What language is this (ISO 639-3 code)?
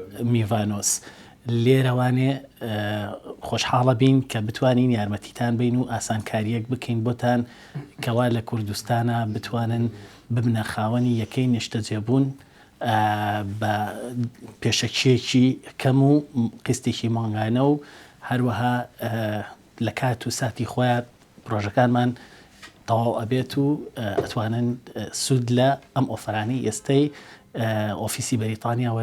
ckb